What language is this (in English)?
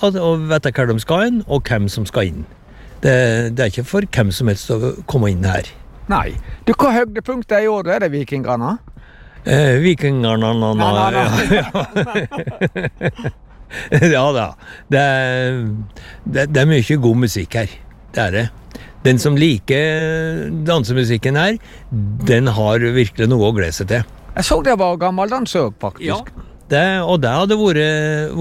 Norwegian